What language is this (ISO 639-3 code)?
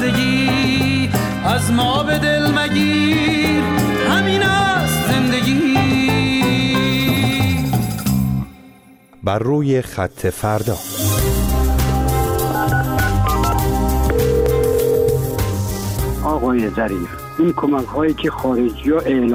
fas